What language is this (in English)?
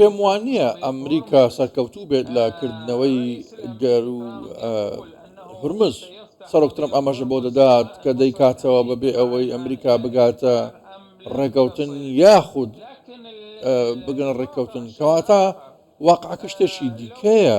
Central Kurdish